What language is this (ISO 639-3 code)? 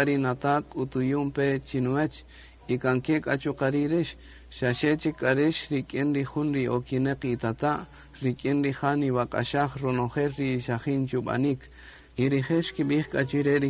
cak